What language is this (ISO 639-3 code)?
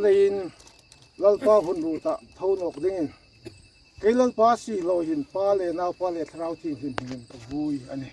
hmr